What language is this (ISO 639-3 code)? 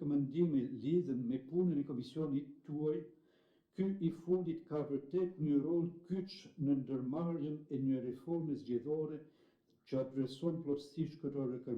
sqi